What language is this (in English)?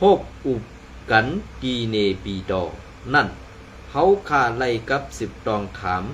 Shan